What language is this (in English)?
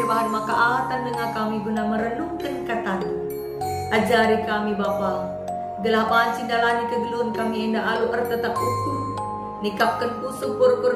Batak Karo